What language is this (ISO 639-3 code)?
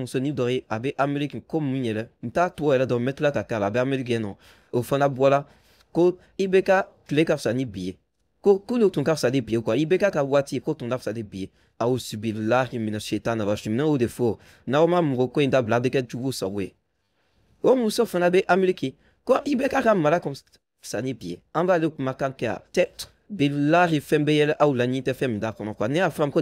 bam